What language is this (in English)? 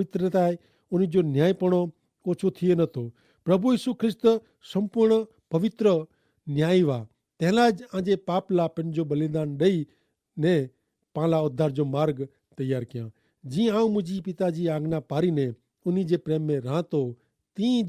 Kachhi